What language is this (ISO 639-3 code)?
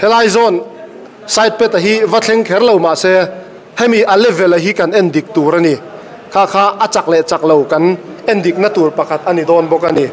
lus